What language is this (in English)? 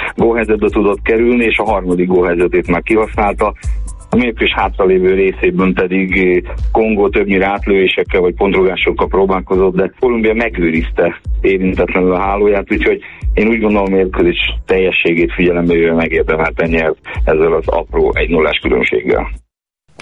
Hungarian